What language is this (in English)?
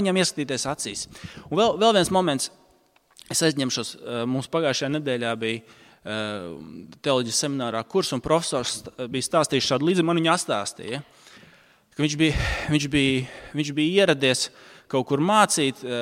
Latvian